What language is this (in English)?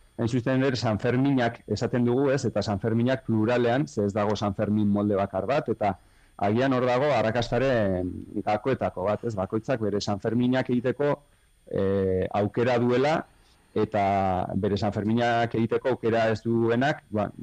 Basque